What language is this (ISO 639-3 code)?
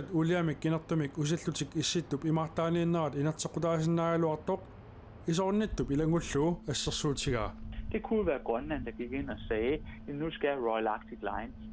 kal